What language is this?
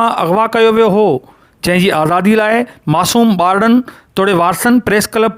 Sindhi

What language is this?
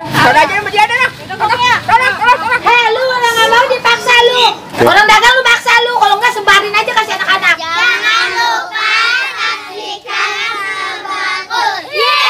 Betawi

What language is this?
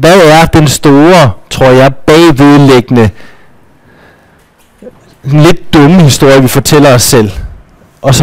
Danish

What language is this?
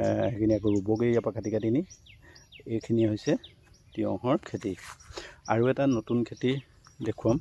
Assamese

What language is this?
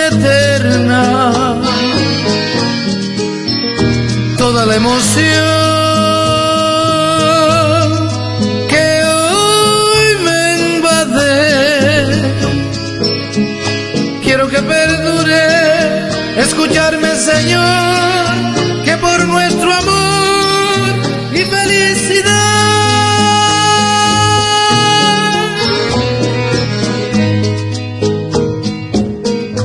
Spanish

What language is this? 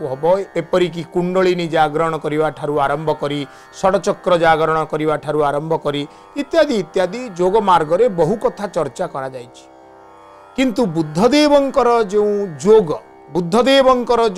Odia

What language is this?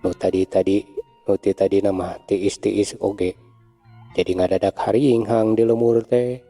Sundanese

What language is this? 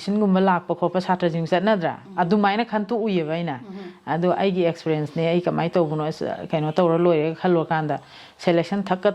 Manipuri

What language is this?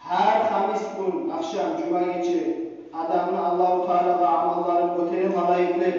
Kumyk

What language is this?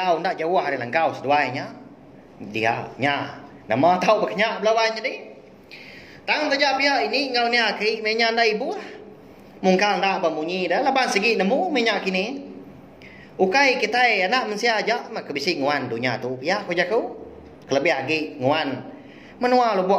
Iban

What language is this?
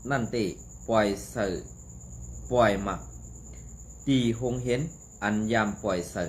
Shan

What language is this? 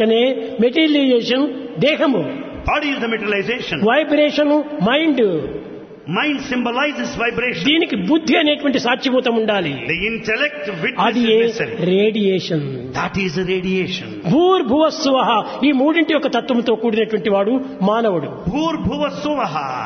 Telugu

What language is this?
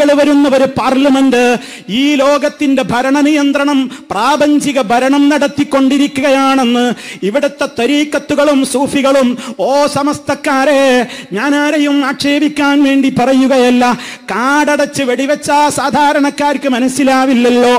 Malayalam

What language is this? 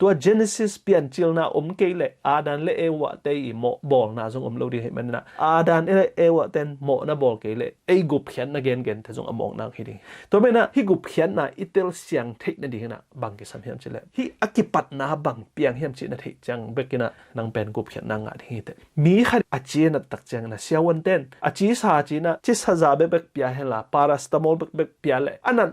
Tedim Chin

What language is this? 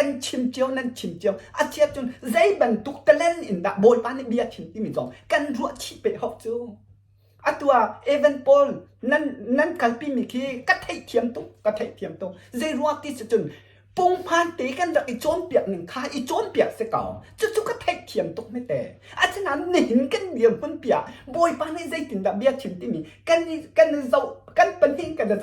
Hakha Chin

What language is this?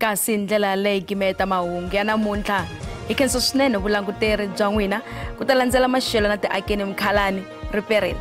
Tsonga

